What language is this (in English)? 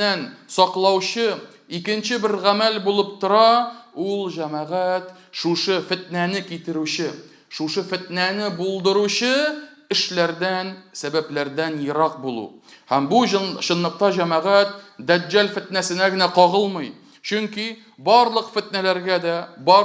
Tatar